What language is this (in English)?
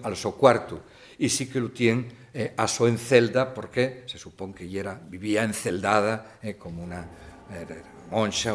Asturian